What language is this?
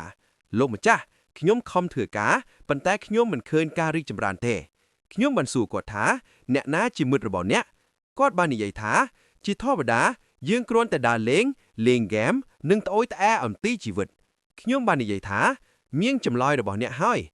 Khmer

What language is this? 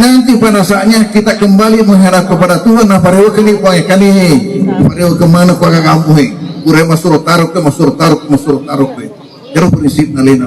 Buginese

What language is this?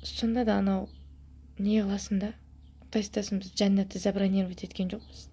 Kazakh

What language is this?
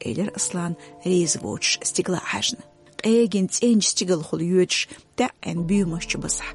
Chechen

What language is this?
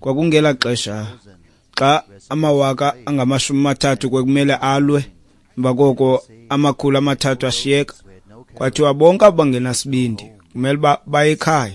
Xhosa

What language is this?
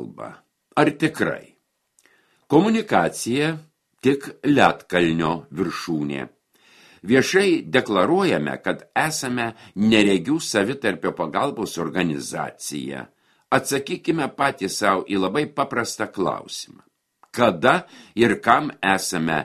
Lithuanian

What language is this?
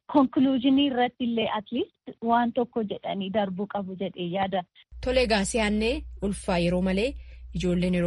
Oromo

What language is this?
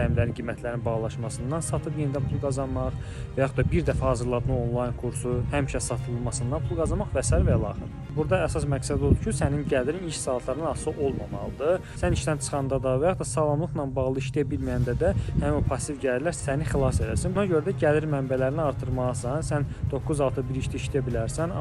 Azerbaijani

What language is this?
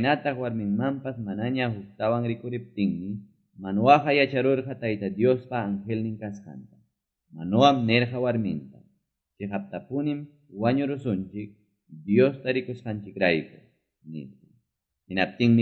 Quechua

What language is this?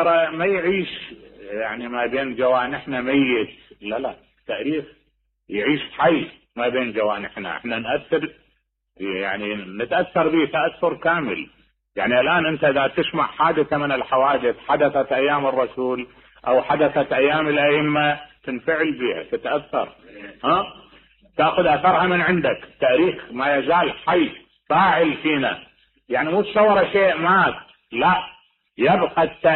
Mesopotamian Arabic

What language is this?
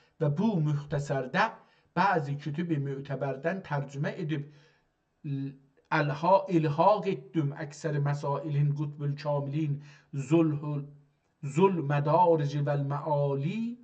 South Azerbaijani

